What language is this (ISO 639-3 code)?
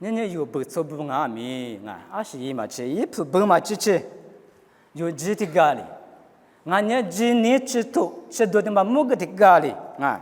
lis